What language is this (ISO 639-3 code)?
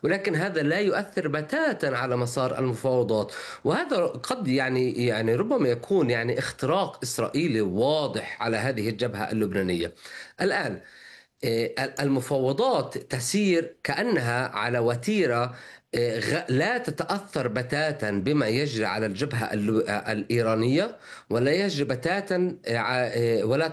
ara